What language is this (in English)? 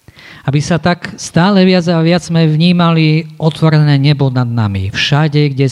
Slovak